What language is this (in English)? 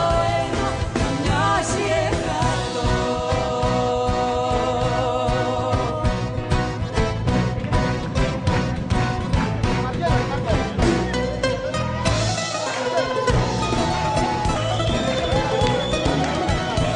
Greek